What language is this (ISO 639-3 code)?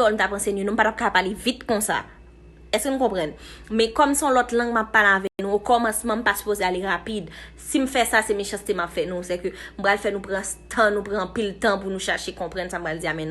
hat